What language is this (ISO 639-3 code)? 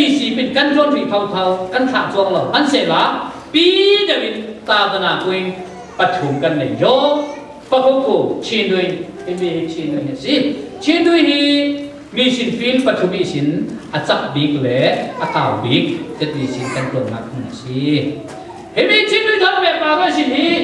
cfm